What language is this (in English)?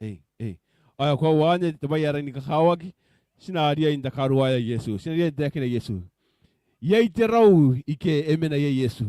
Gilbertese